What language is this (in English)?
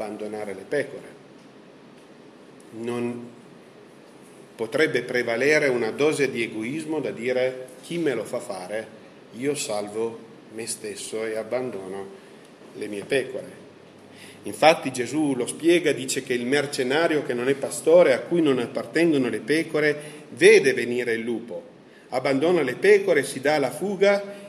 Italian